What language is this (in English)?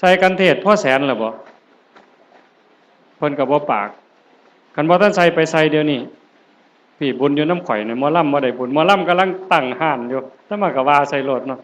Northeastern Thai